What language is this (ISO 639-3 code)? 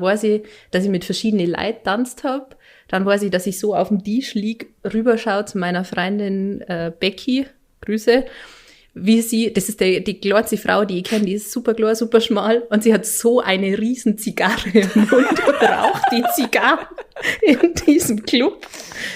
bar